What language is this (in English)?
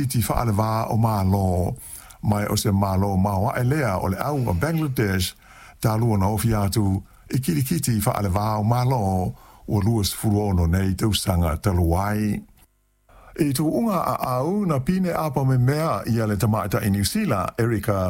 Samoan